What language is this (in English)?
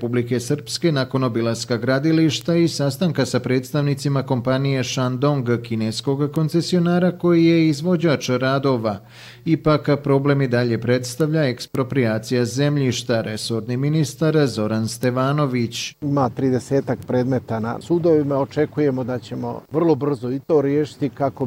Bosnian